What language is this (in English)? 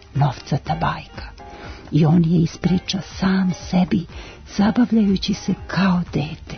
Serbian